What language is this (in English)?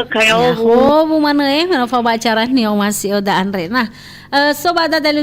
Nias